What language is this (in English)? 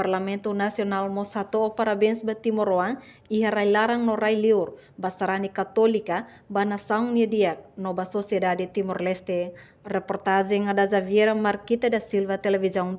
Tetum